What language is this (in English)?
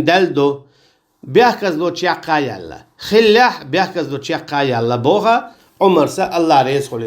Chechen